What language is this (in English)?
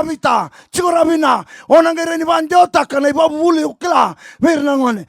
Fijian